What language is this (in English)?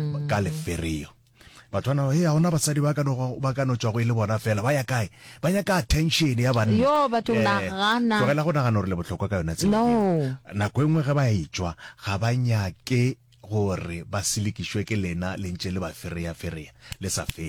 Northern Sotho